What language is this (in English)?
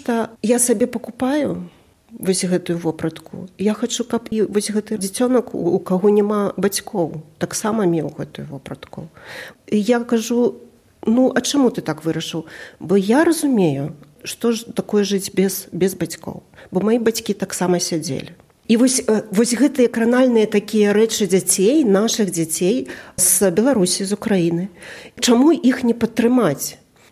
Belarusian